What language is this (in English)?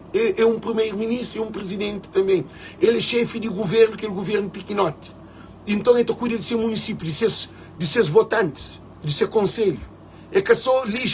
Kabuverdianu